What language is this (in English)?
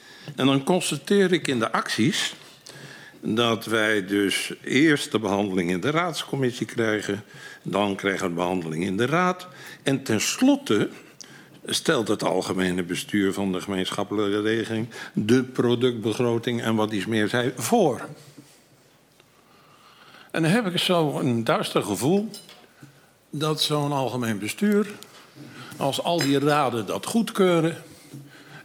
Dutch